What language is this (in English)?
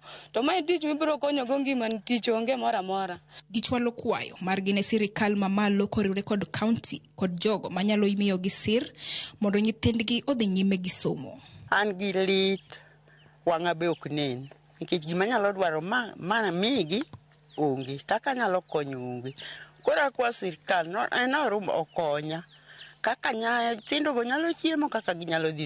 Luo (Kenya and Tanzania)